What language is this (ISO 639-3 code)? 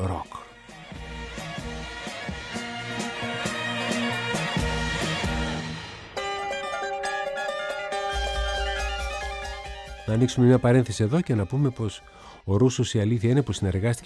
ell